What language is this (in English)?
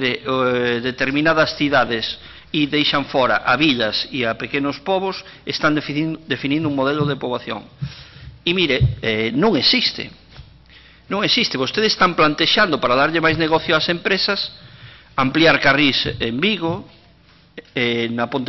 Galician